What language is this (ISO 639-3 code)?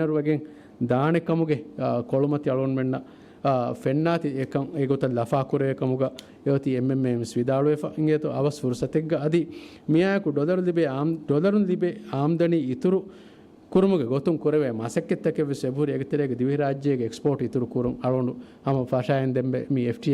div